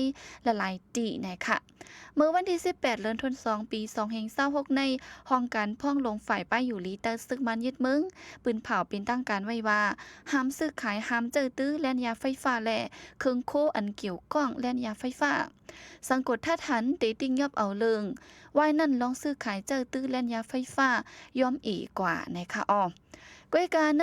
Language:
Shan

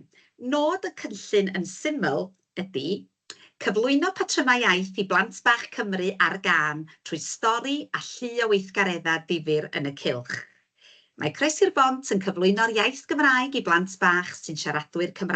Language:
Welsh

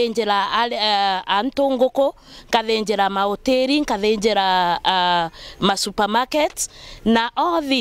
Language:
Meru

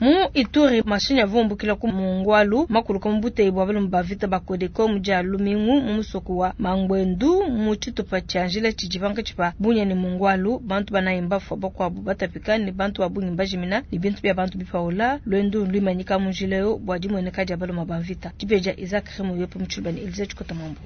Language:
Luba-Lulua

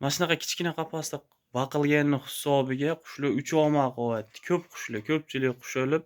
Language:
Uzbek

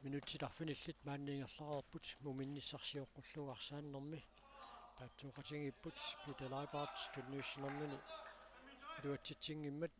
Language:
Kalaallisut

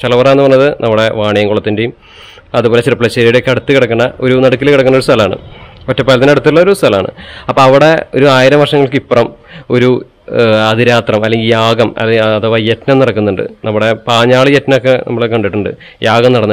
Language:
Malayalam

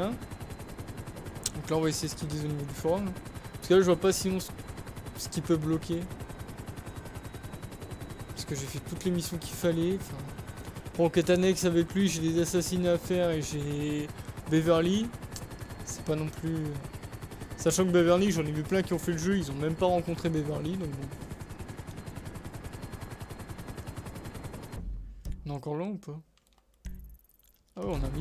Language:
French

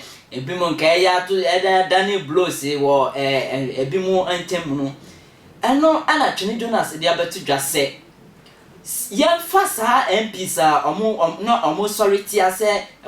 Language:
Akan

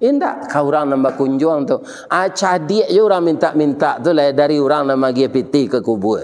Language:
Minangkabau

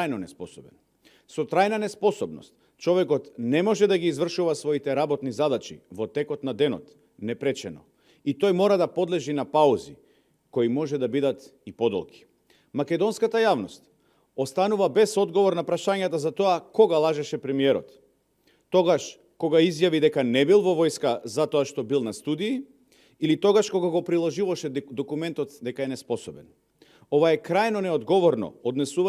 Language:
Macedonian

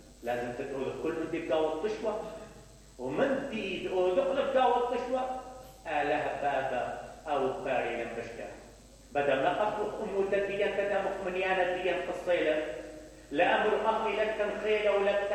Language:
Mesopotamian Arabic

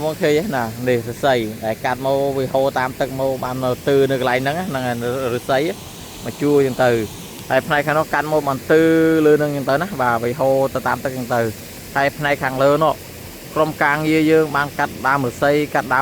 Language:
Khmer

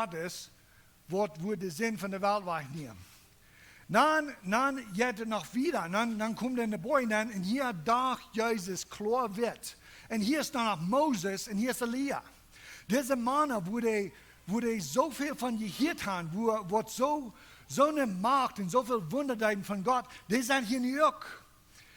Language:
Plautdietsch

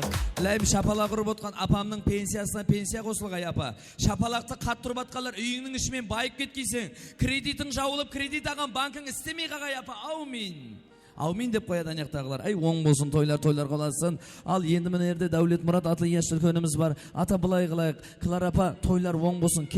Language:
Kara-Kalpak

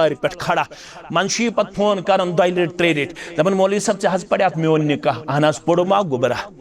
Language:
Kashmiri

